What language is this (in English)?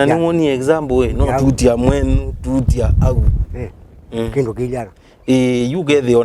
Kamba